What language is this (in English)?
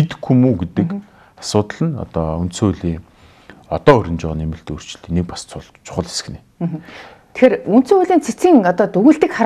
Mongolian